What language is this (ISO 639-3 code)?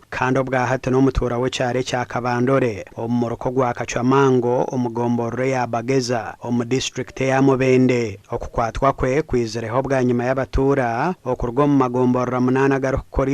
nyn